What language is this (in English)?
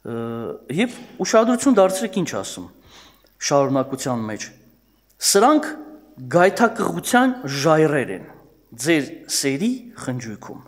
Armenian